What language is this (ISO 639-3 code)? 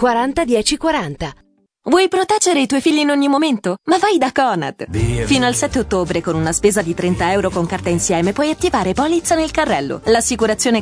ita